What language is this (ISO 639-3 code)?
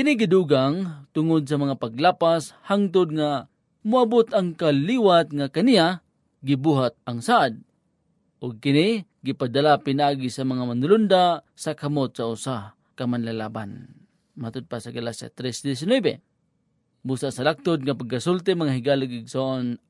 ceb